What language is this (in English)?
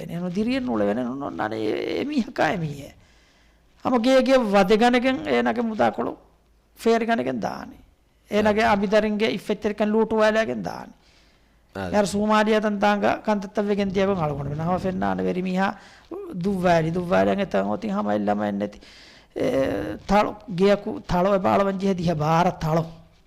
Divehi